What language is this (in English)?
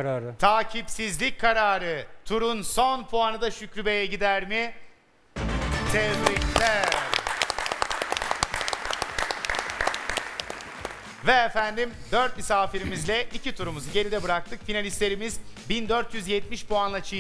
Turkish